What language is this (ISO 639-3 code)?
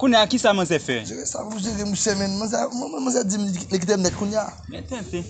hat